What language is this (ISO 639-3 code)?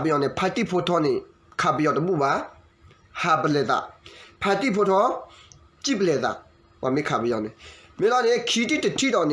ksw